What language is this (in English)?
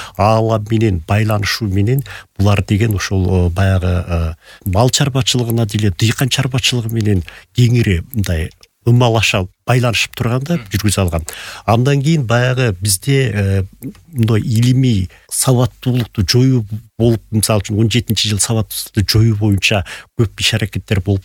Kyrgyz